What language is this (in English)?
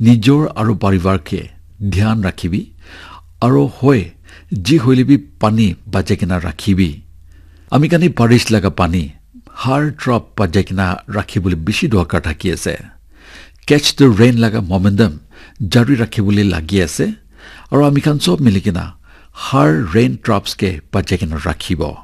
Naga Pidgin